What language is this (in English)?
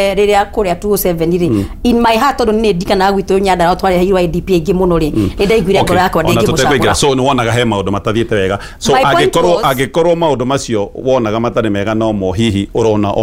Kikuyu